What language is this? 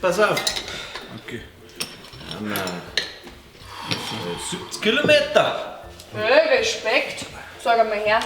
Bavarian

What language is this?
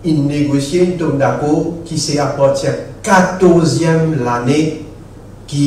Morisyen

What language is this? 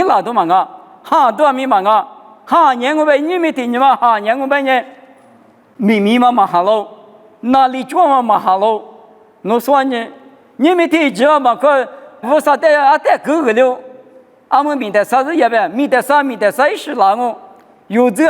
Lisu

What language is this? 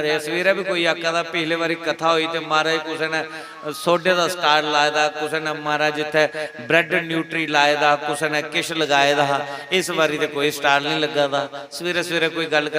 Dogri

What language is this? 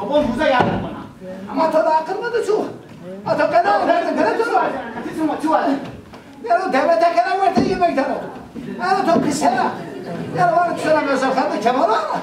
Zaza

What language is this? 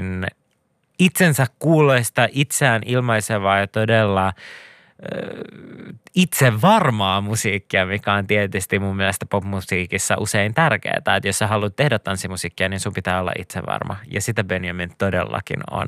Finnish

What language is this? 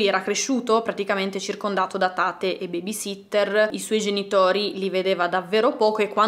Italian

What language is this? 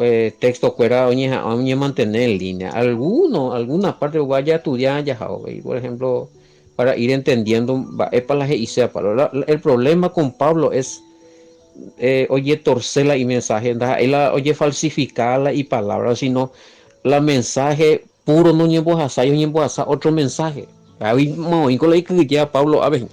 Guarani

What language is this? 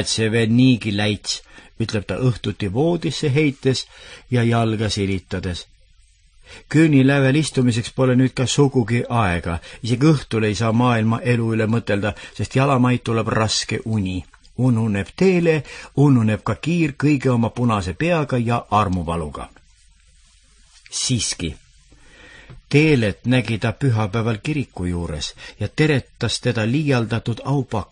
Estonian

